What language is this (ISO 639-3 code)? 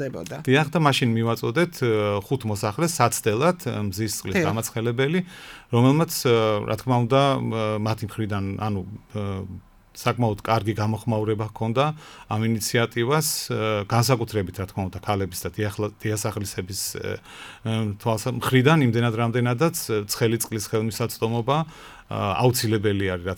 kat